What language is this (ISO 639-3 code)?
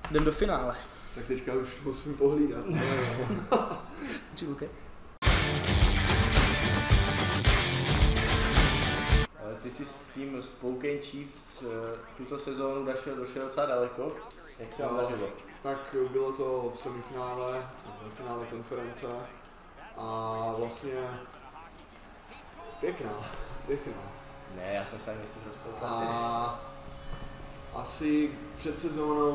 ces